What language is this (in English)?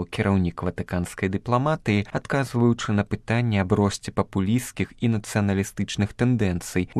Belarusian